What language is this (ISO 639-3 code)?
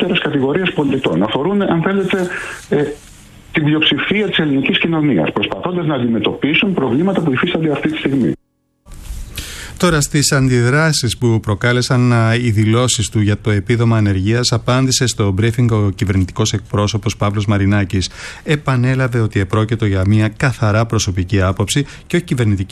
ell